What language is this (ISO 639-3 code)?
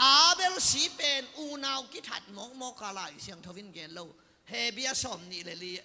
ctd